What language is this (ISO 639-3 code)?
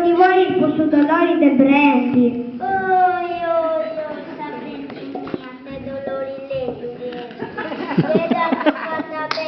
srd